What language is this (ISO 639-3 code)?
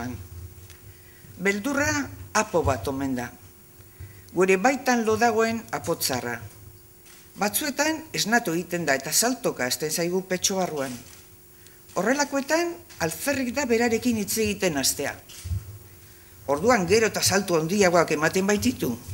eus